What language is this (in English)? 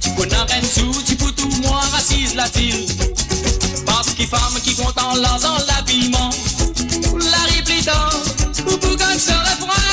Morisyen